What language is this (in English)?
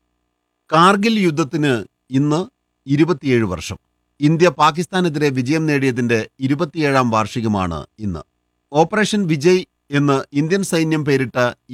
Malayalam